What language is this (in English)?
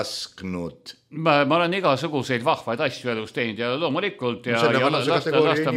Estonian